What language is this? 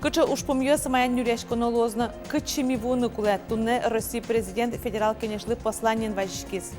Udmurt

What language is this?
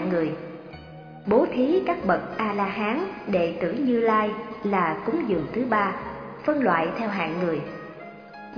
Vietnamese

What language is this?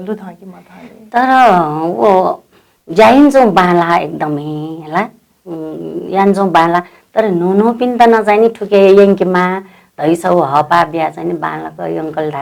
Newari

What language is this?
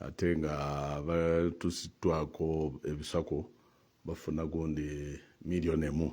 Ganda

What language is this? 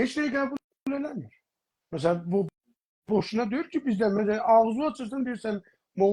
South Azerbaijani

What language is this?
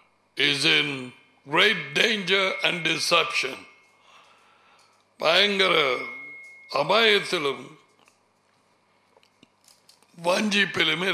Tamil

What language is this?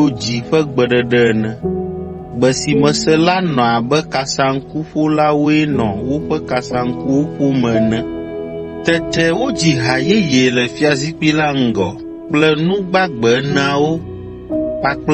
Ewe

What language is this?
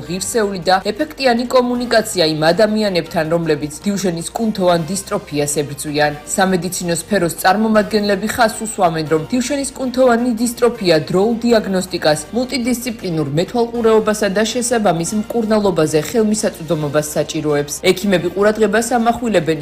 Georgian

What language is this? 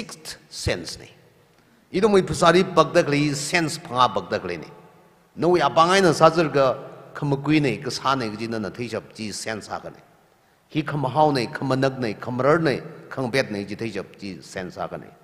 Tangkhul Naga (India)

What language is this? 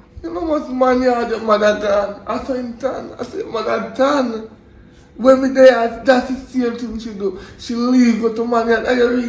Jamaican Creole English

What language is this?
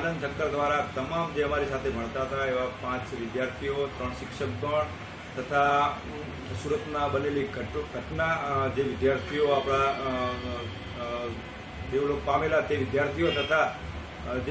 Gujarati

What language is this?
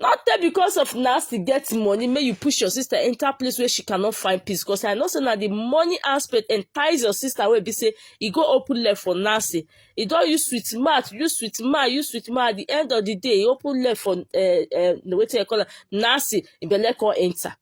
Nigerian Pidgin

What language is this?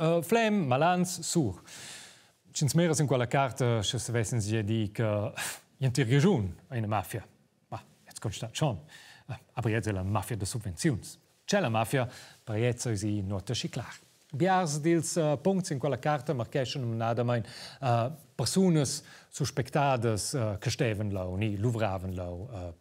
Romansh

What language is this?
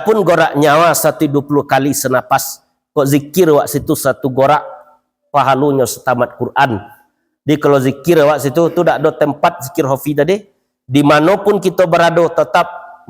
Minangkabau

